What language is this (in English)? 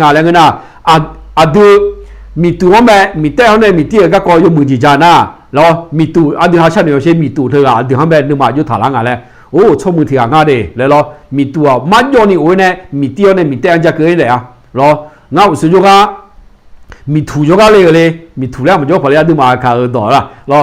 Akha